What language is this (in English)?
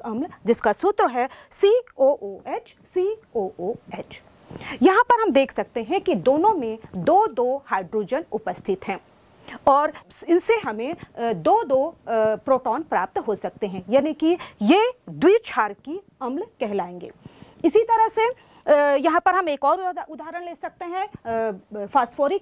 Hindi